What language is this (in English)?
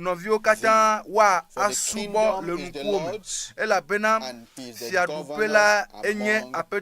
Ewe